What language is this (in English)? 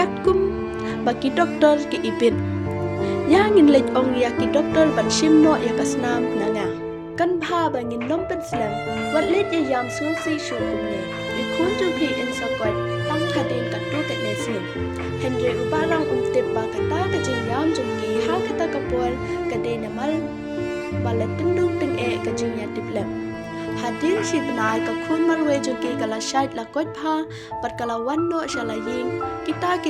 Khasi